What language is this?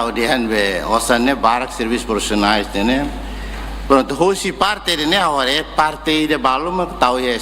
Tetum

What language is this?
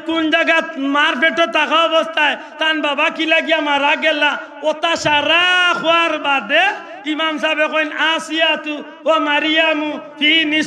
Sylheti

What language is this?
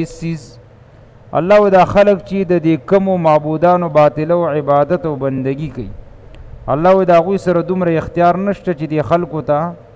Pashto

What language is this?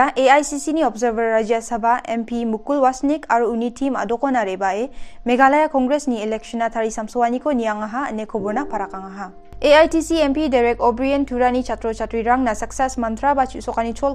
Garo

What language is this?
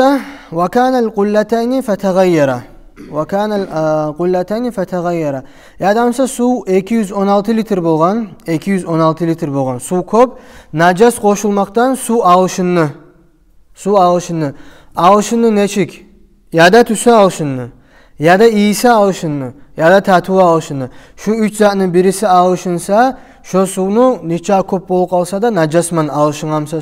Kumyk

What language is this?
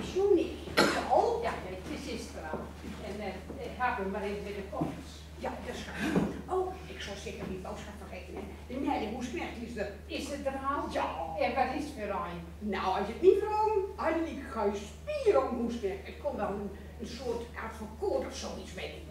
Gronings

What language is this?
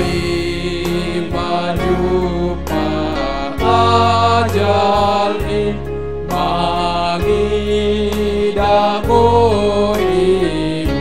Batak Simalungun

